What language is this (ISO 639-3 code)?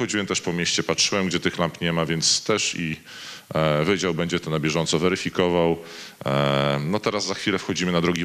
pol